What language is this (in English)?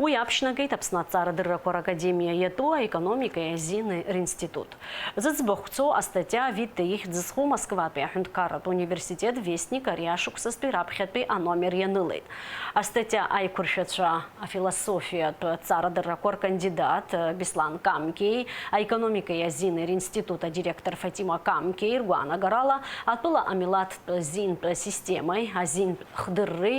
Abkhazian